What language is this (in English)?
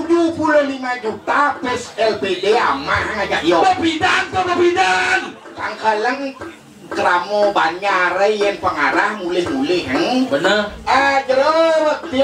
Balinese